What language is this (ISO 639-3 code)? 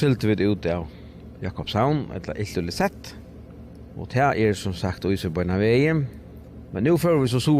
fao